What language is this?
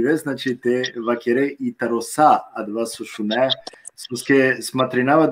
Balkan Romani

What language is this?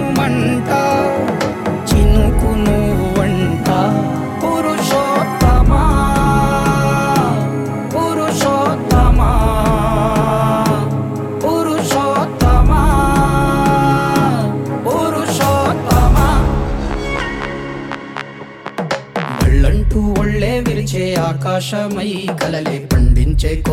Telugu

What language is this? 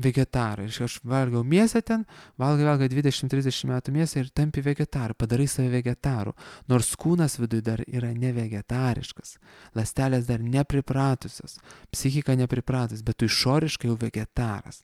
Lithuanian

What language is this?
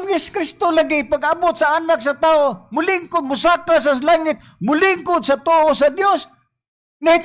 Cebuano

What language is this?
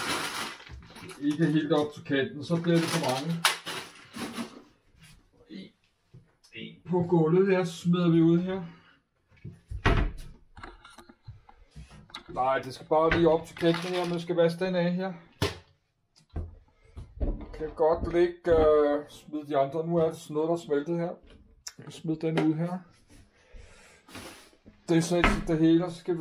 Danish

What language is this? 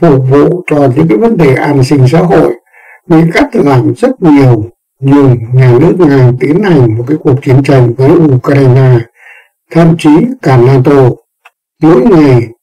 Vietnamese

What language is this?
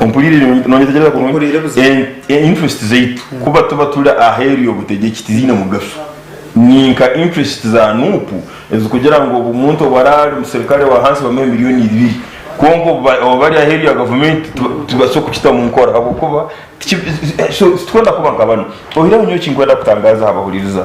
Nyankole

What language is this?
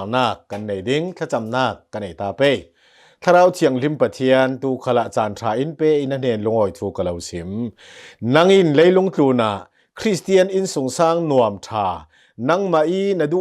Hakha Chin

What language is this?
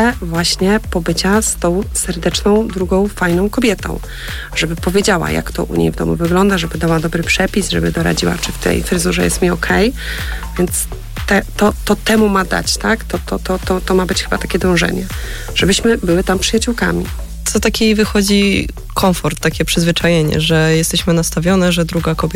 Polish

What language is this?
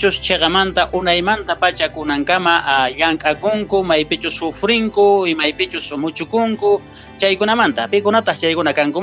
South Bolivian Quechua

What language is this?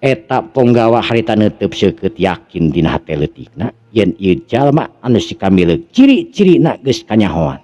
Sundanese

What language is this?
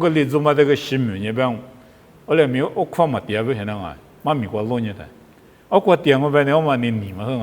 Lisu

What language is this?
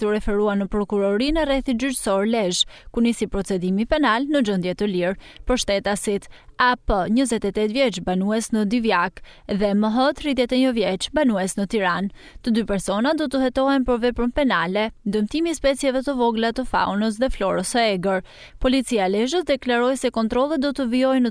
Albanian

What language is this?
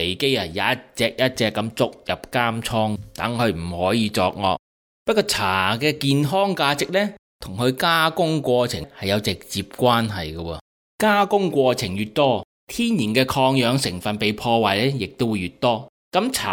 Cantonese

